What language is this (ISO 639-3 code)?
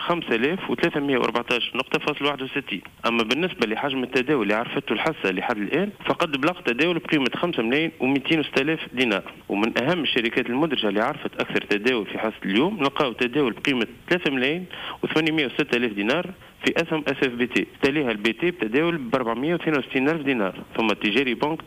aeb